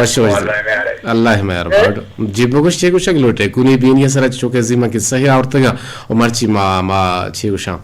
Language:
Eastern Balochi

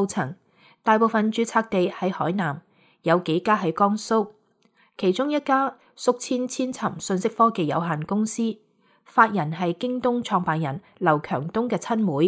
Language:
Cantonese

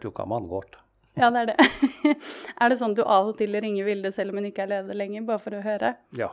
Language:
Norwegian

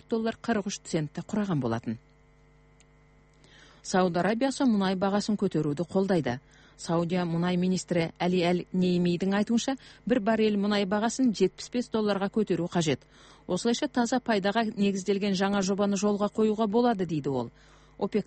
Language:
Kazakh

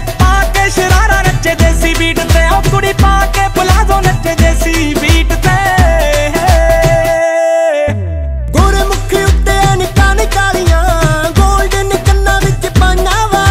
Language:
Punjabi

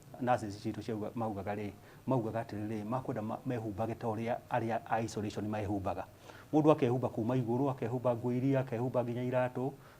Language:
Kikuyu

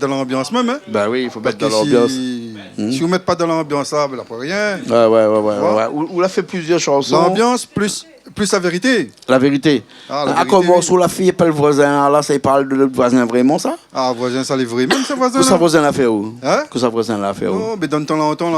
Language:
Réunion Creole French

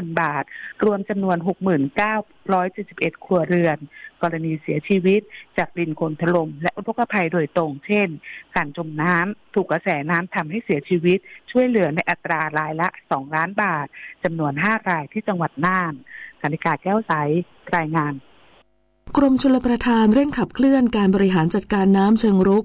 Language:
Thai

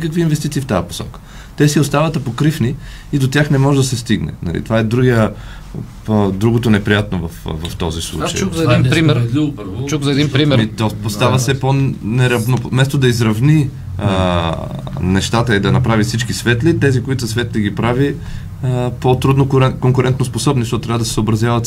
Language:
Bulgarian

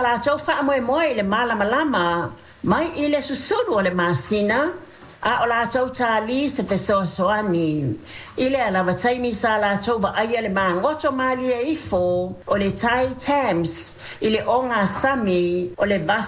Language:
Samoan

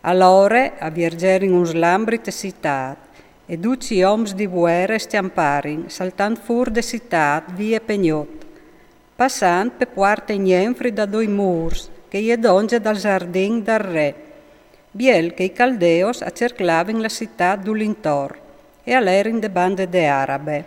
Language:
Friulian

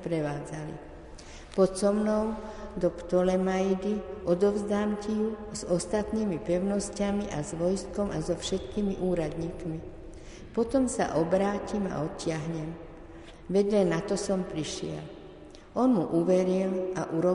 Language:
Slovak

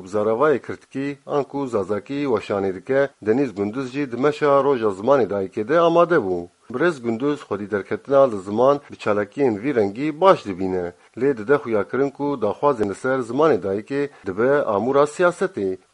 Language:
Kurdish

